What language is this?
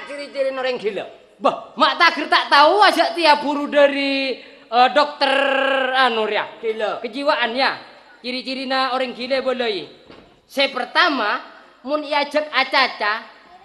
Madurese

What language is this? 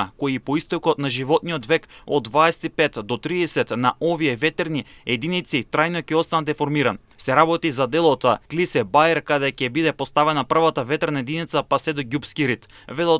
Macedonian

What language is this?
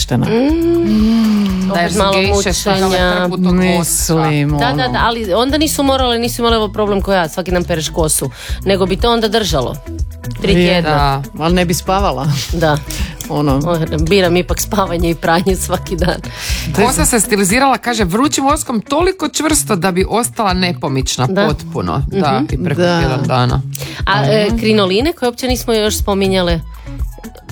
Croatian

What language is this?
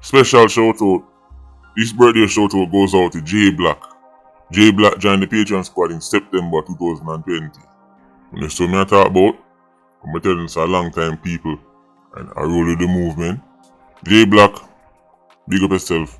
Jamaican Creole English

